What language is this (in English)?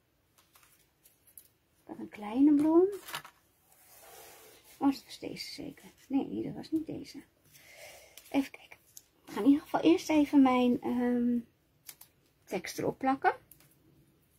Dutch